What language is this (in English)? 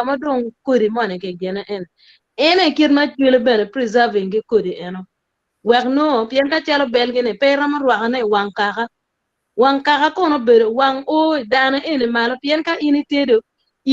Acoli